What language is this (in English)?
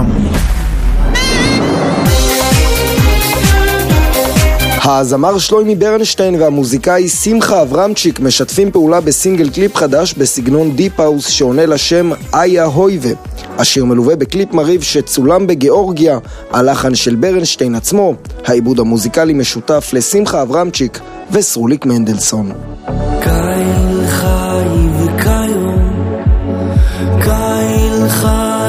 Hebrew